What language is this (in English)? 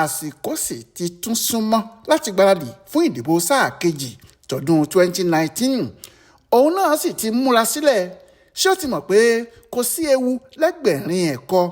Yoruba